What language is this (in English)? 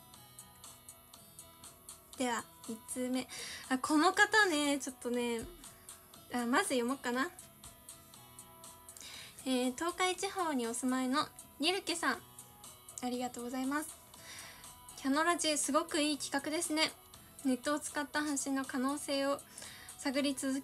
Japanese